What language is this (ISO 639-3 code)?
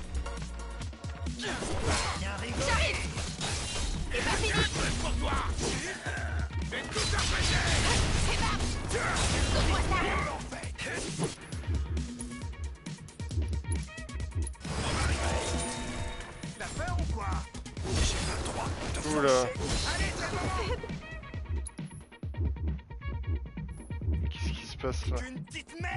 fra